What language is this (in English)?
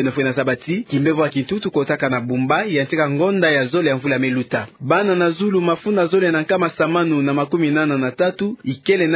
Kituba (Democratic Republic of Congo)